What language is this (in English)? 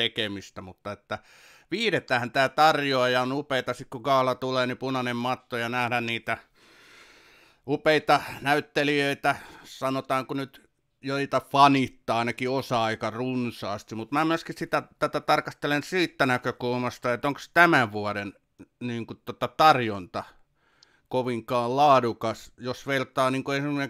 Finnish